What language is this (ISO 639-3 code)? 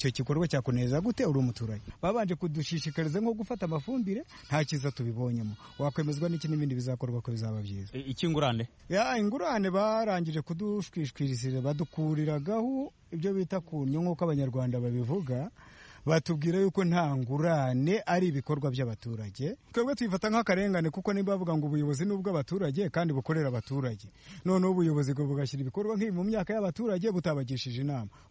kin